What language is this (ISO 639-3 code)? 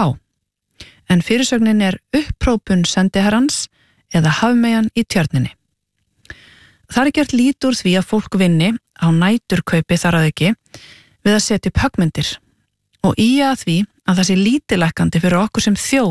isl